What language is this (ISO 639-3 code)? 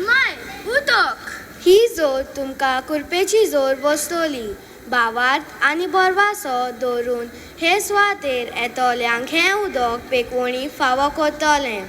kok